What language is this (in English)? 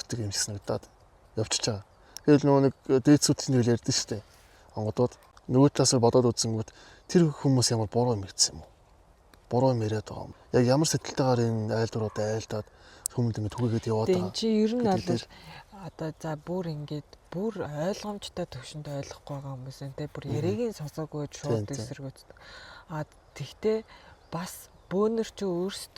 Mongolian